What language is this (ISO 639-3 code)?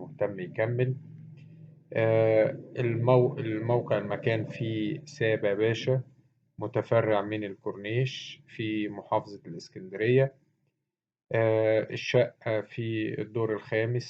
arz